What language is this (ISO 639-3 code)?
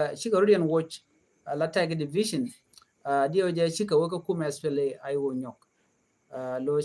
nus